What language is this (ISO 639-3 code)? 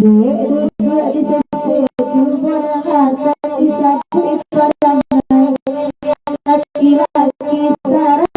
min